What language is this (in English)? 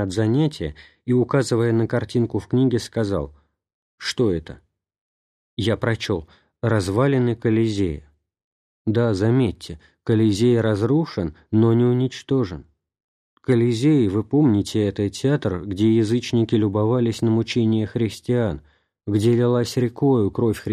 Russian